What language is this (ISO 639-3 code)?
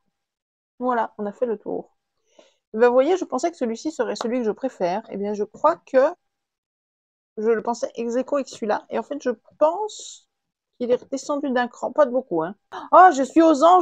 fra